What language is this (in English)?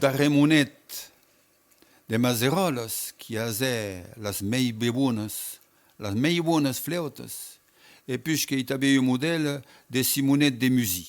Occitan